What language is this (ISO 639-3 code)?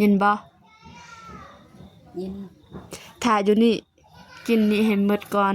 lao